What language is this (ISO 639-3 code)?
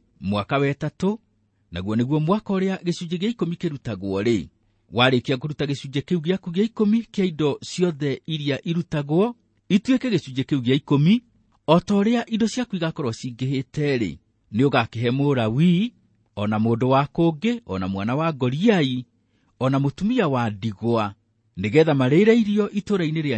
kik